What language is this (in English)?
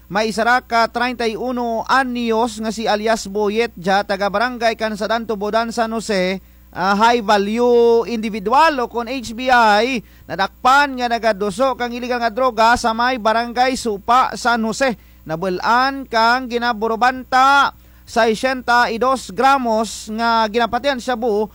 Kinaray-a